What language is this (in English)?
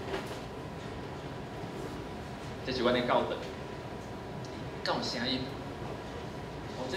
Min Nan Chinese